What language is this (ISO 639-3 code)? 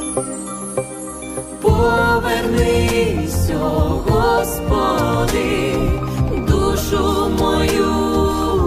ukr